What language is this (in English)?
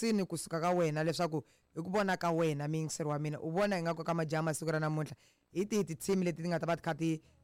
Tsonga